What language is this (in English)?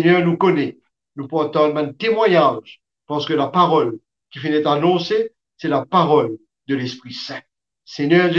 Morisyen